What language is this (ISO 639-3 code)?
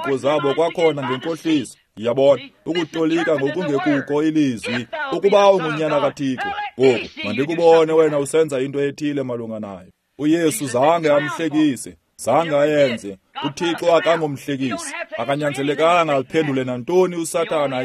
xho